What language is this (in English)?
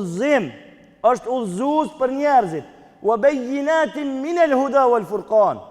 Albanian